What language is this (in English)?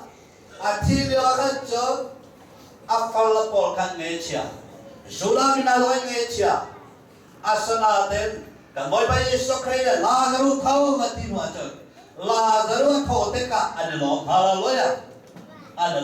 Hakha Chin